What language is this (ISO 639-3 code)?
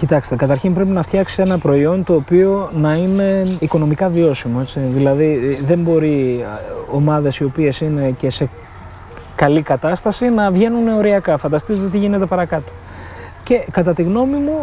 ell